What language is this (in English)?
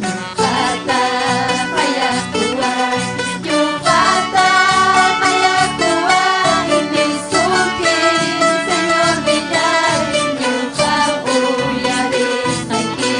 Ayacucho Quechua